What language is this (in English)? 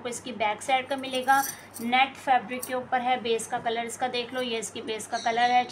Hindi